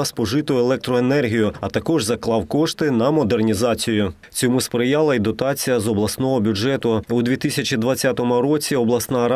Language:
Ukrainian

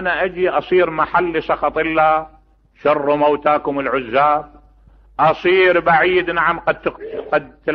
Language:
Mesopotamian Arabic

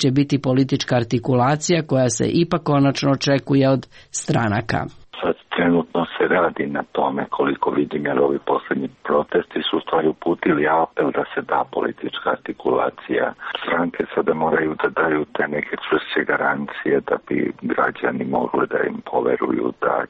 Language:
Serbian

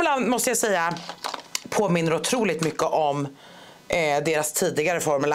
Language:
Swedish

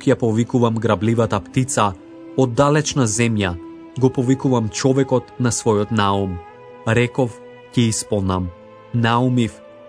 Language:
Macedonian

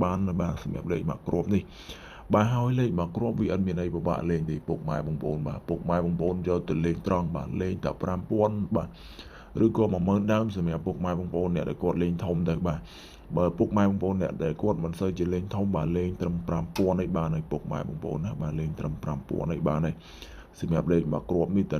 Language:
Khmer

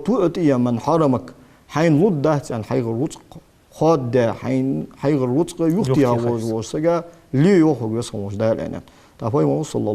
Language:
Ingush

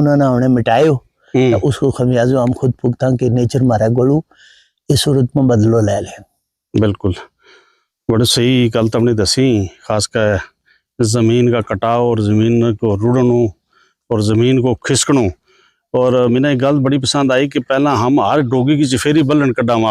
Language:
Gujari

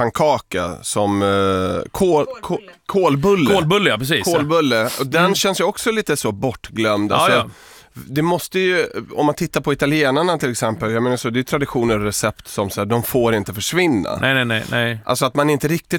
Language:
Swedish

